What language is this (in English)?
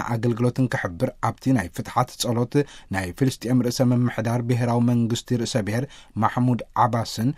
Tigrinya